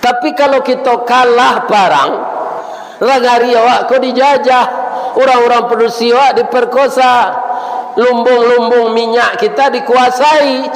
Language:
Minangkabau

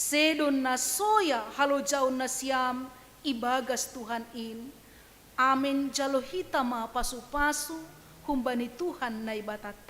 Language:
Batak Simalungun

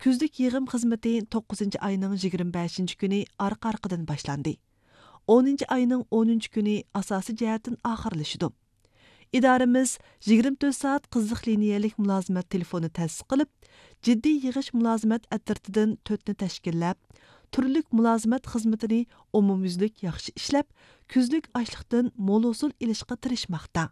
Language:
Uyghur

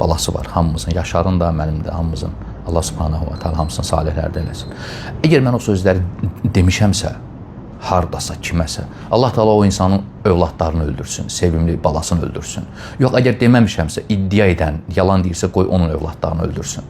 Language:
Azerbaijani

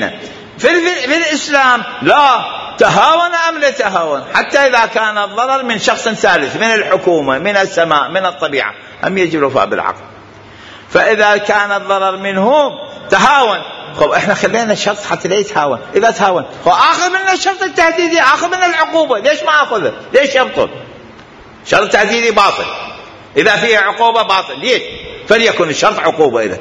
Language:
Mesopotamian Arabic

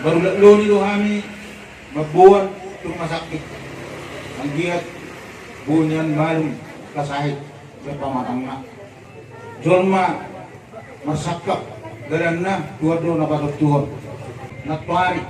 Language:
Batak Toba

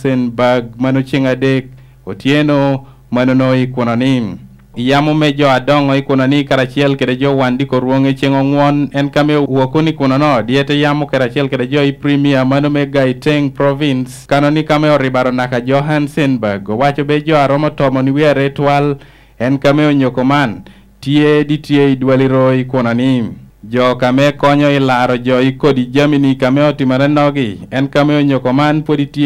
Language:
Lango (Uganda)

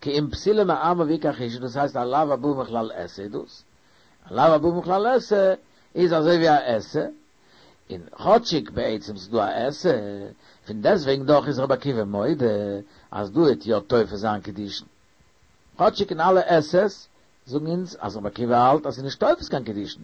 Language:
Yiddish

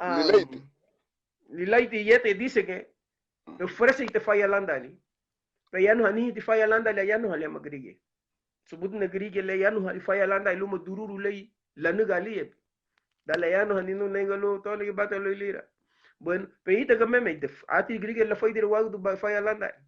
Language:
Garifuna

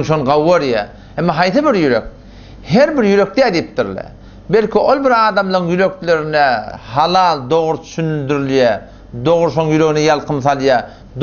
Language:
Turkmen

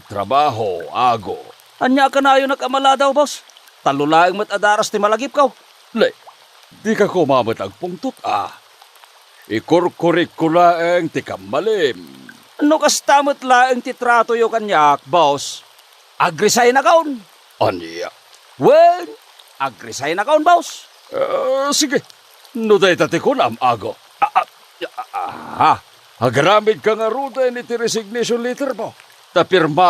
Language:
Iloko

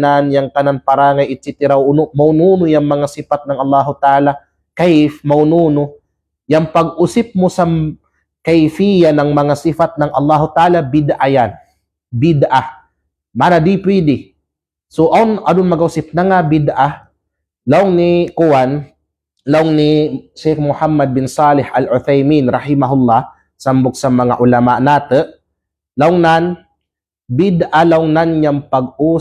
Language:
Kalagan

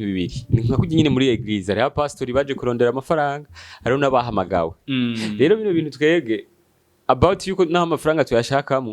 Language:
Rundi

